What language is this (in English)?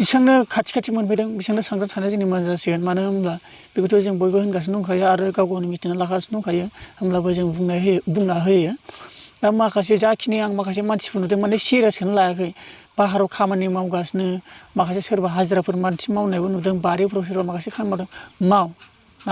Bodo